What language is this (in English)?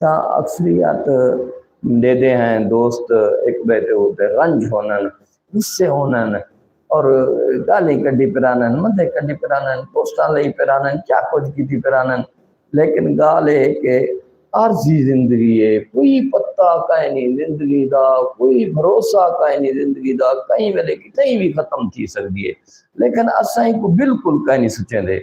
Saraiki